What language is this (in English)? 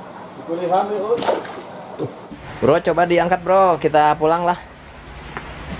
Indonesian